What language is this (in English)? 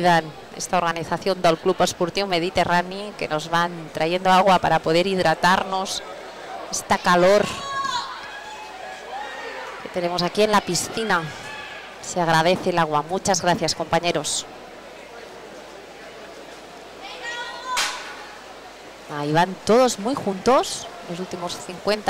Spanish